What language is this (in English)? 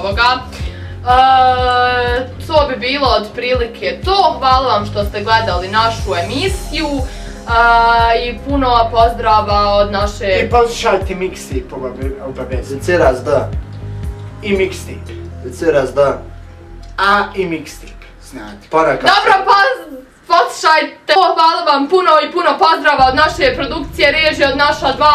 Bosnian